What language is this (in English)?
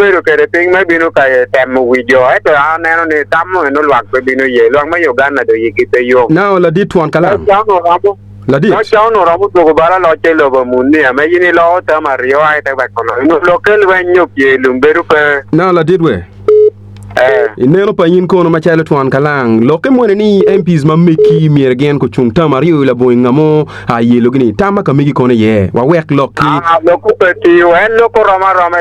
Acoli